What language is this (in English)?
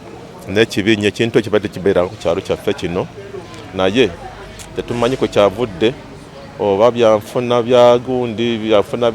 Ganda